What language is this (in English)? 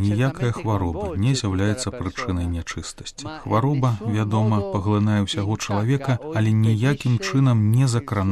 Belarusian